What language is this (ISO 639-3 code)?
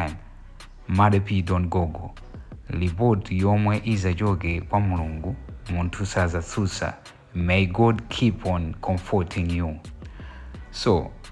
nya